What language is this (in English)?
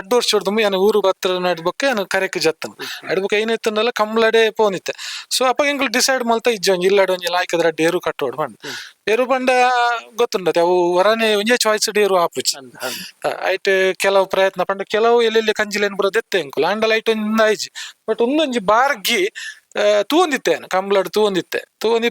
Tulu